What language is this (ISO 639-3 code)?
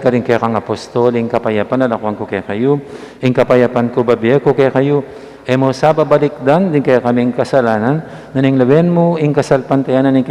pam